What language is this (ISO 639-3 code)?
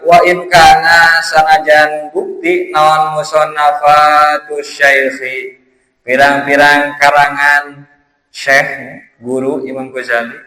sun